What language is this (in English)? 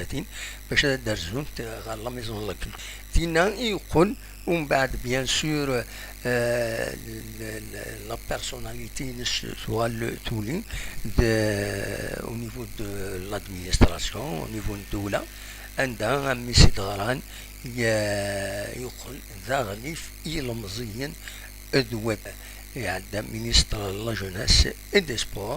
Kabyle